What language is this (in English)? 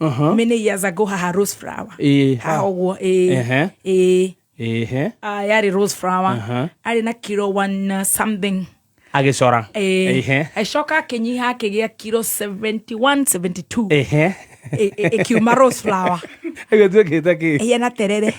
Kikuyu